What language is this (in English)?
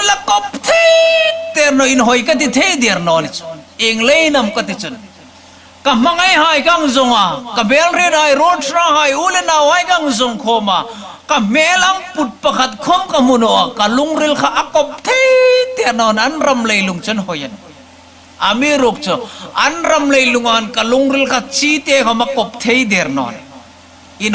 Hmar